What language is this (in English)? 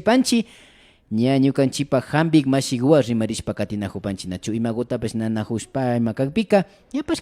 Imbabura Highland Quichua